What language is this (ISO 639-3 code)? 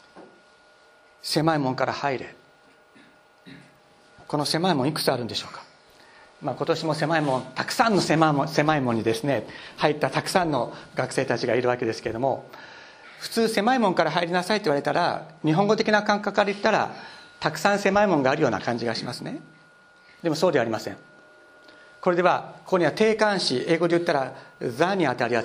jpn